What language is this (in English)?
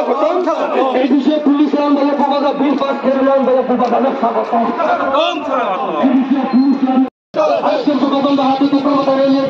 Kok Borok